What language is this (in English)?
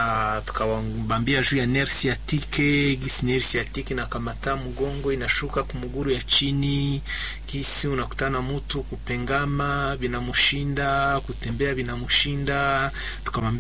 Swahili